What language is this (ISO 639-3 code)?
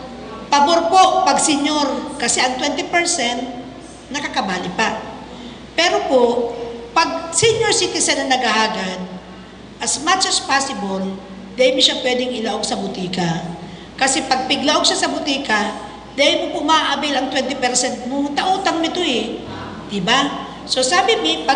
bik